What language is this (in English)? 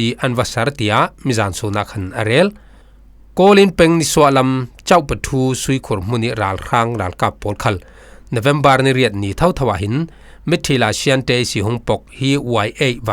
Falam Chin